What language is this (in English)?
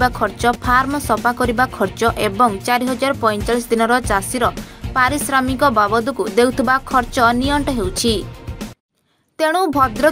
Odia